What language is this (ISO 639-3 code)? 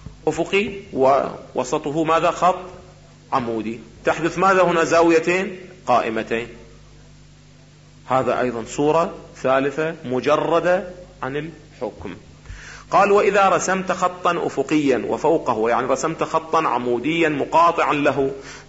ara